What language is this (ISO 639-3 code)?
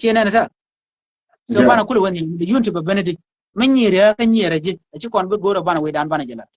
nus